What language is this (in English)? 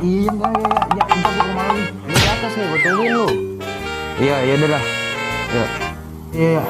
Betawi